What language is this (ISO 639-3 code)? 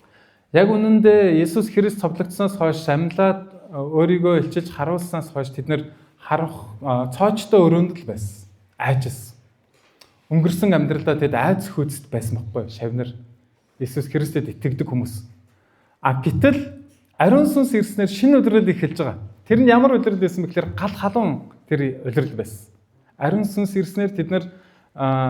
mon